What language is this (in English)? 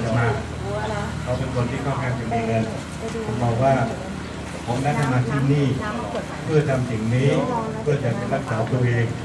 Thai